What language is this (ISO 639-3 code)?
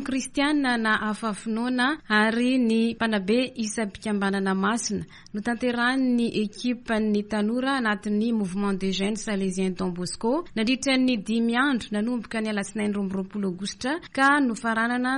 mlg